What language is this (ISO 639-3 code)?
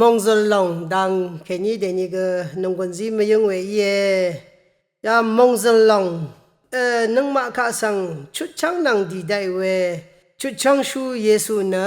raw